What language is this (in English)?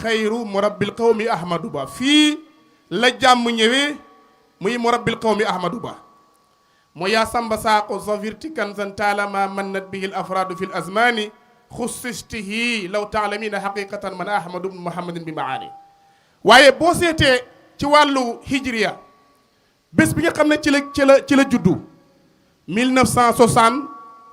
Wolof